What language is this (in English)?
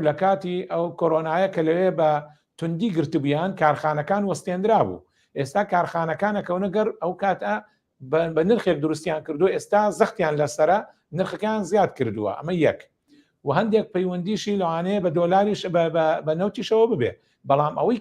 Central Kurdish